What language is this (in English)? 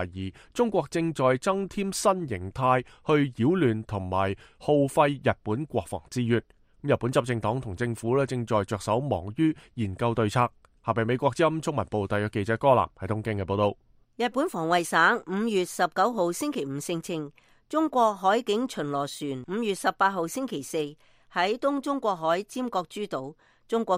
Cantonese